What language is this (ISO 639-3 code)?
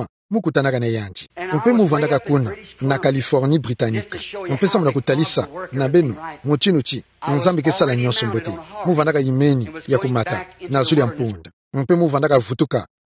ktu